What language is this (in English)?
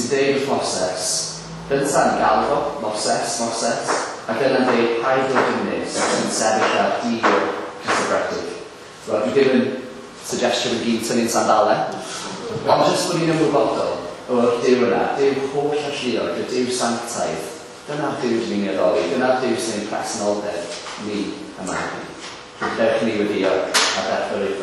Welsh